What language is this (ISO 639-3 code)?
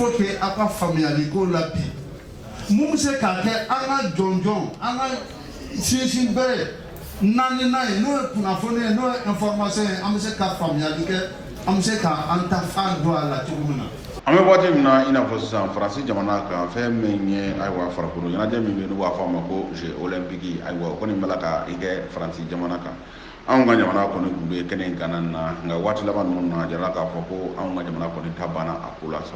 bam